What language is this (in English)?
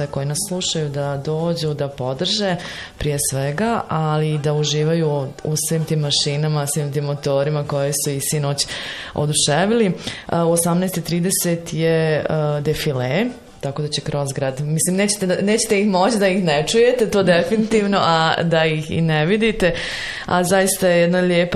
Bosnian